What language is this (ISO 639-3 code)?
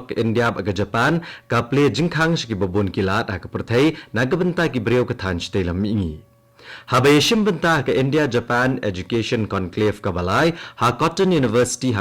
kha